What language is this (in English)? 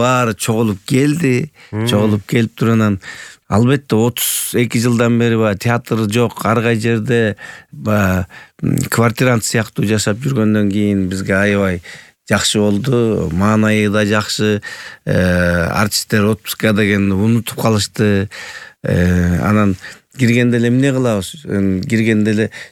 Kyrgyz